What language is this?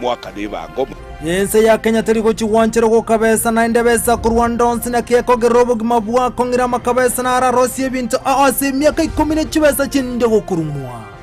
Gusii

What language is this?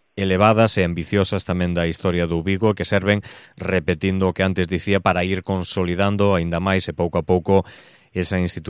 Galician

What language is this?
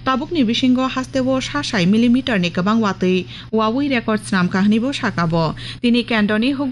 Kok Borok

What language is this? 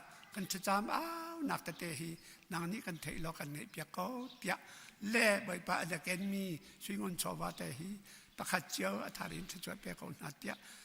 Hakha Chin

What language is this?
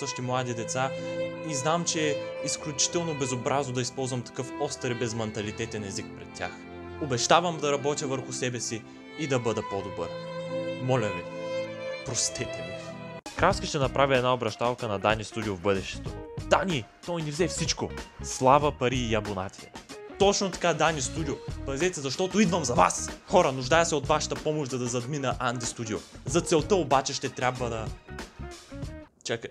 Bulgarian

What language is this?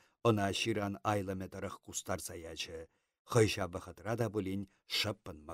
Chuvash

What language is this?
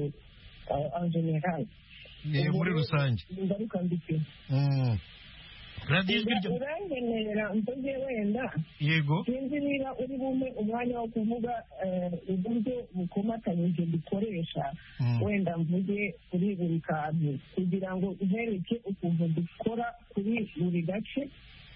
Kinyarwanda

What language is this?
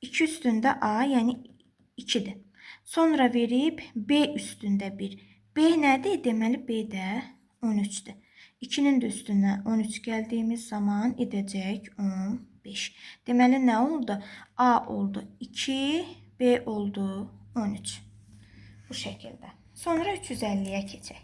Azerbaijani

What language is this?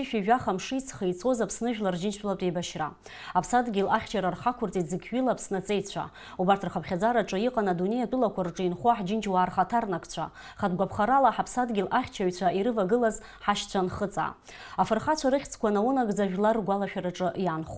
Abkhazian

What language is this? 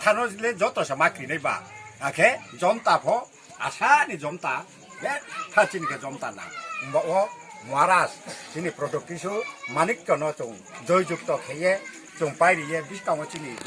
Kok Borok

